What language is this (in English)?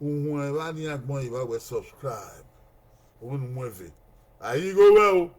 Bini